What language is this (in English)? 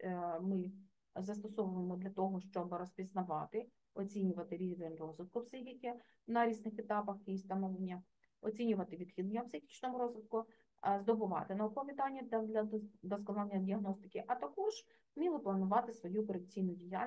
Ukrainian